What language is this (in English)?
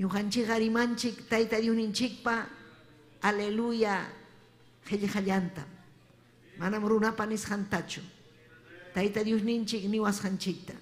Ayacucho Quechua